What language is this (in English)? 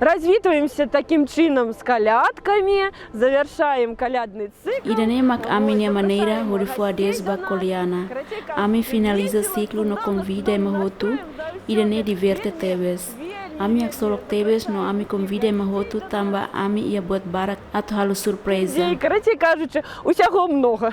Tetum